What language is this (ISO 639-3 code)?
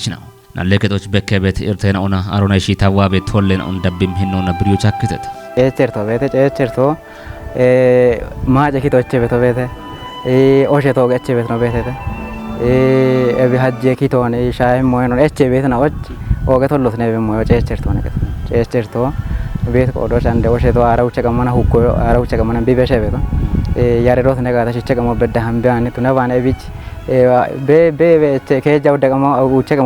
kbr